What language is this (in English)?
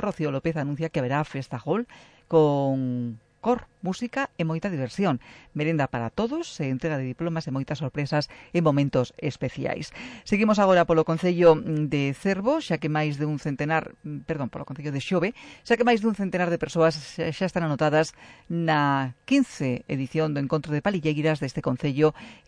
Galician